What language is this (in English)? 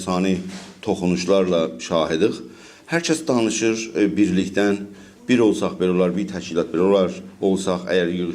South Azerbaijani